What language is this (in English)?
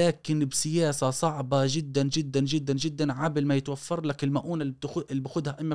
Gulf Arabic